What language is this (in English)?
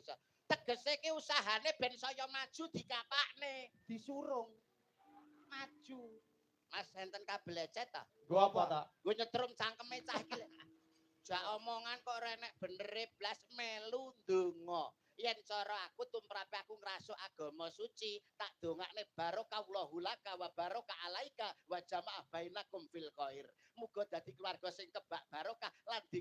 Javanese